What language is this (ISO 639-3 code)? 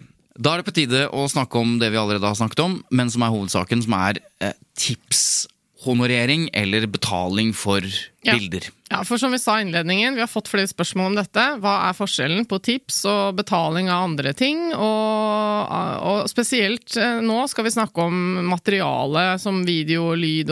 nor